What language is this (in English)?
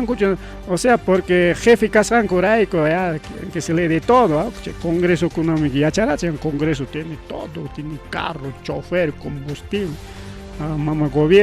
Ayacucho Quechua